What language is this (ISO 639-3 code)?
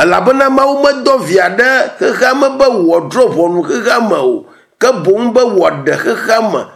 ewe